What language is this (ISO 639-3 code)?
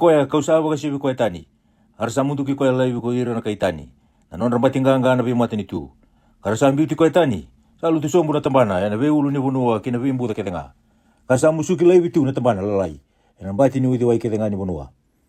fij